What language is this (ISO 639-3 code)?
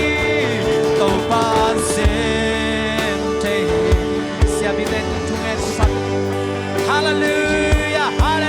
ctd